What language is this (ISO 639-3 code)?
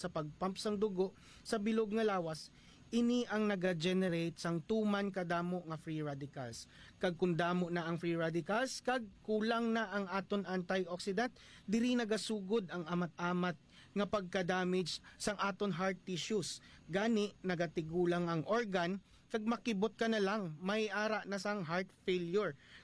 hil